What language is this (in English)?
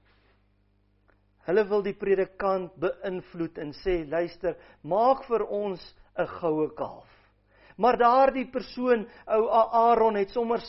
Afrikaans